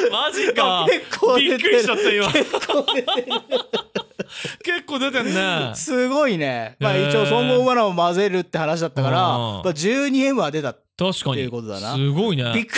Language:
Japanese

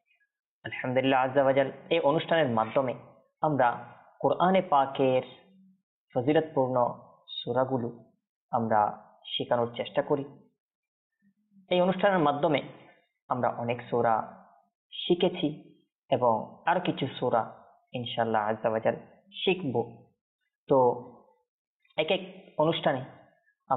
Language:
Bangla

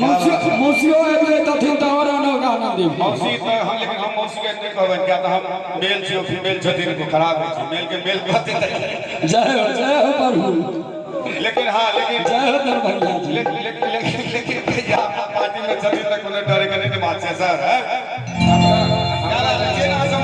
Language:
Maithili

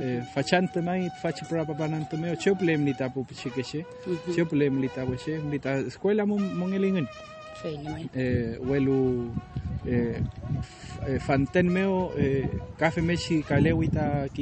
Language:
Mapuche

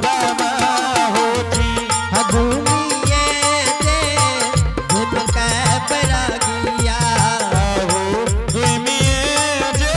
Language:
Angika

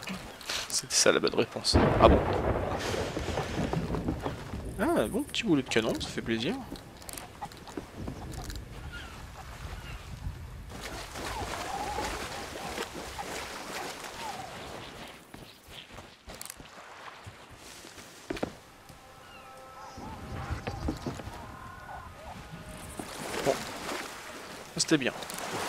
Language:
French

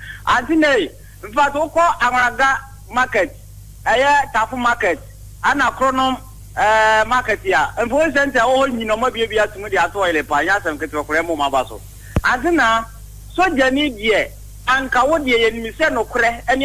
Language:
Akan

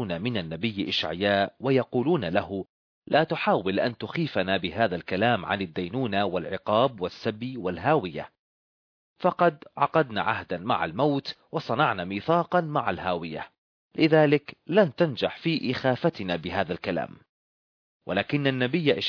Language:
Arabic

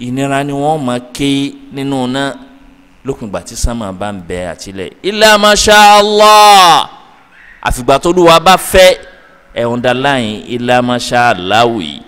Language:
Yoruba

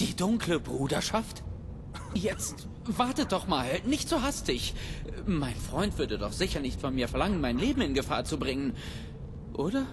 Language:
Bavarian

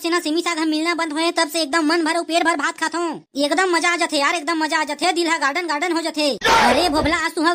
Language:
Chhattisgarhi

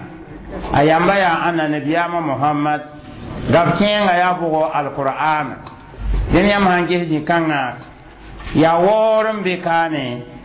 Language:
Mossi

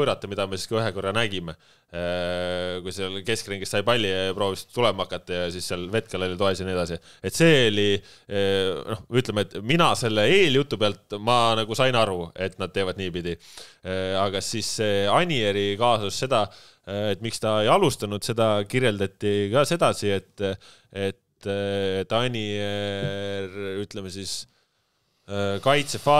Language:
Estonian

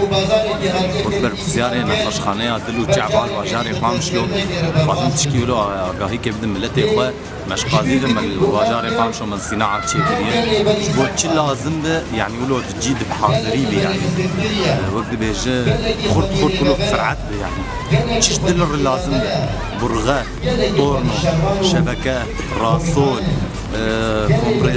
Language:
Kurdish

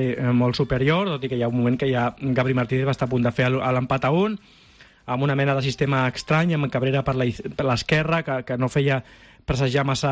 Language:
Catalan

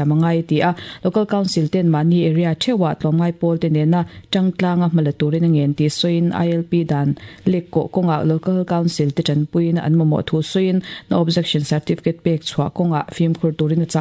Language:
Mizo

